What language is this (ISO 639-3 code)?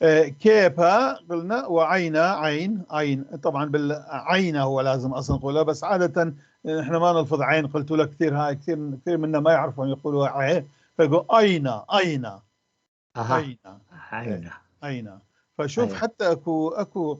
apc